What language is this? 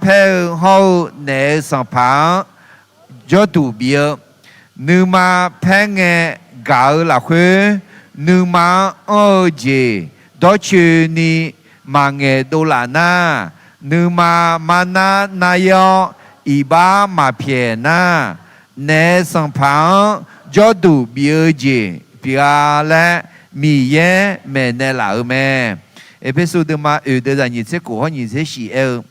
Akha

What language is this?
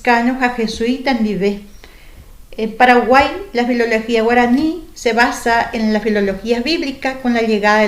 Guarani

